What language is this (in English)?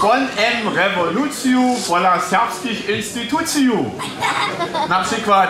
Upper Sorbian